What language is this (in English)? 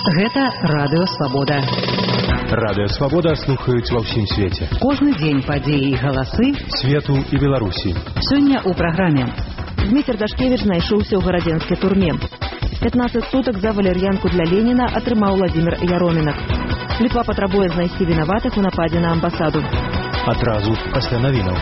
Belarusian